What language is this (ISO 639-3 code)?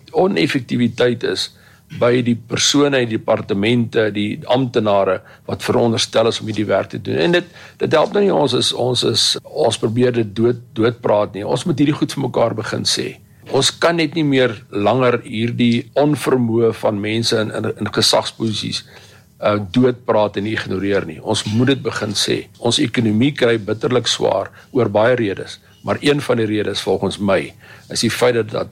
afr